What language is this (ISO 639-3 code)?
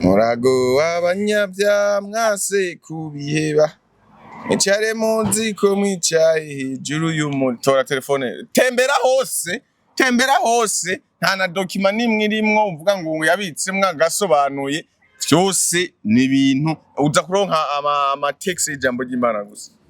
run